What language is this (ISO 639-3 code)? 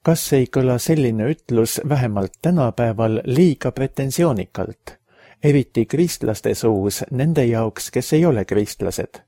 est